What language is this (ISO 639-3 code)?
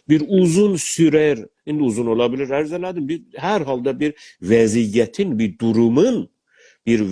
azb